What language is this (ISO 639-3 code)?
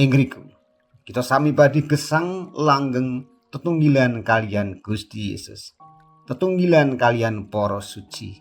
jav